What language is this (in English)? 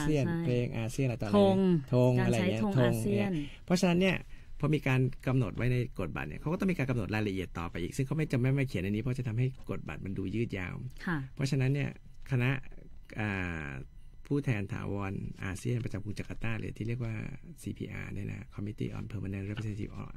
Thai